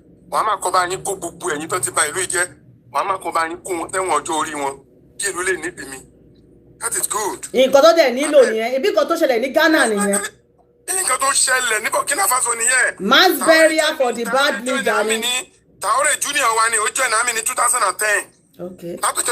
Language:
Yoruba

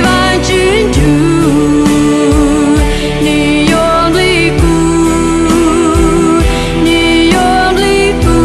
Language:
Hmong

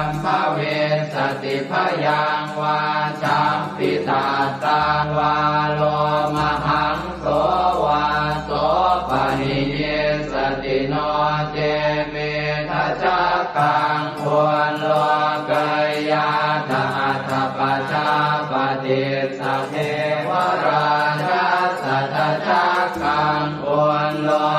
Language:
Pali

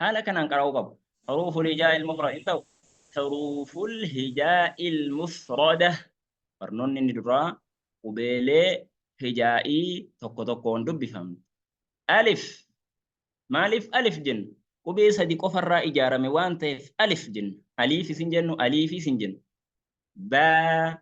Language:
Oromo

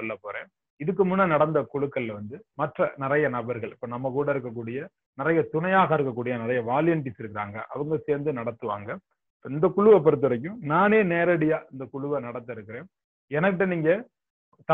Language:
Tamil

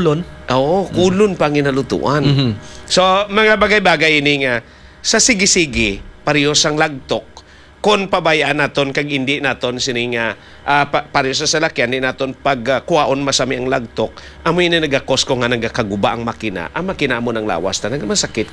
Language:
Hiligaynon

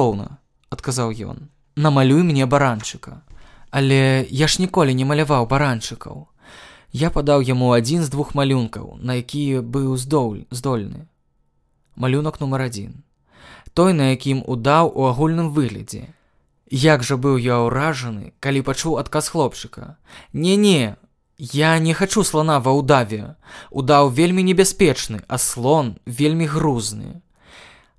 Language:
Belarusian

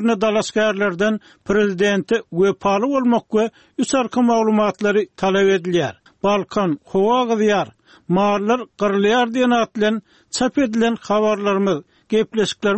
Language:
Turkmen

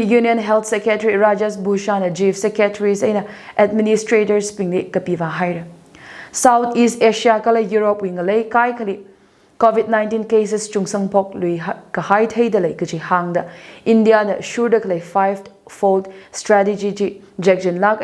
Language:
Tangkhul Naga (India)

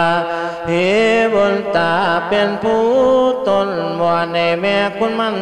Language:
Lao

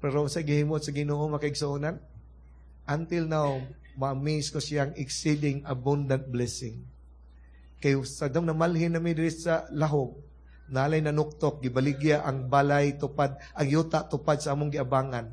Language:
Cebuano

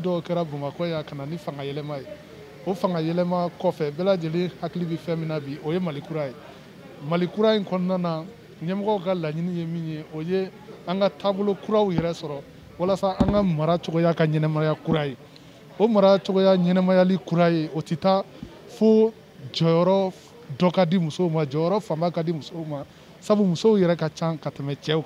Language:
Bambara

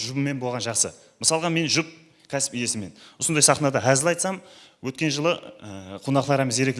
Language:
Kara-Kalpak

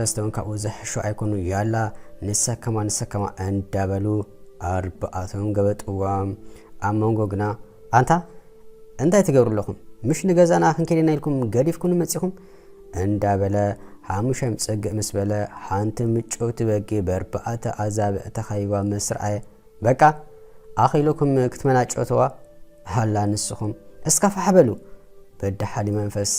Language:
Tigrinya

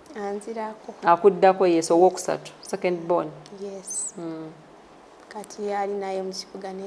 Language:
Ganda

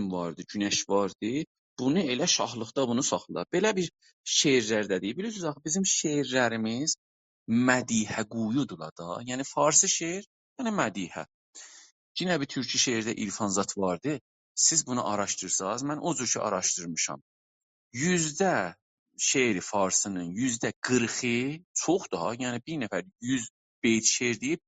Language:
South Azerbaijani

